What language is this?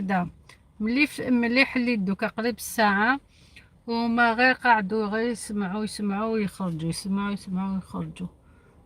Algerian Arabic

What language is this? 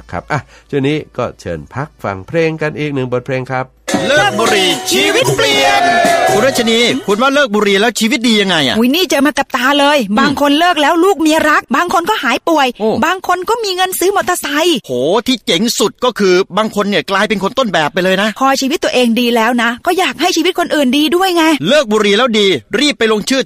Thai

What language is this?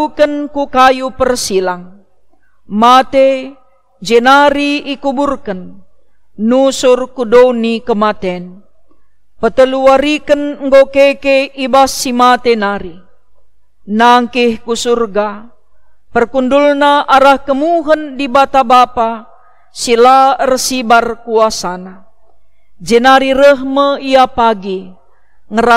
Batak Karo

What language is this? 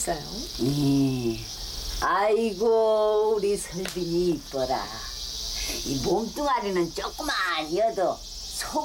Korean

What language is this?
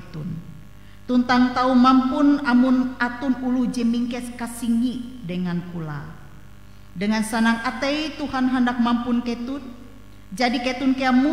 Ngaju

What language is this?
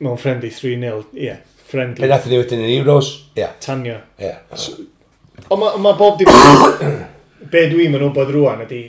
Welsh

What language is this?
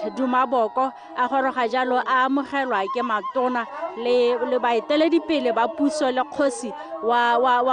Tswana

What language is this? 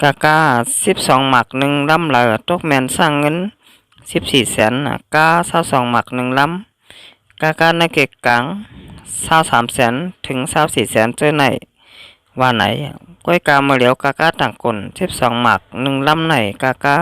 Shan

